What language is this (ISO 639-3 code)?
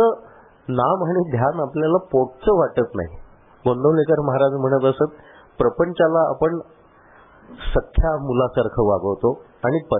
mar